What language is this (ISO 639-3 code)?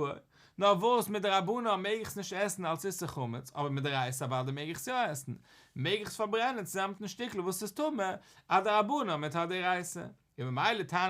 yid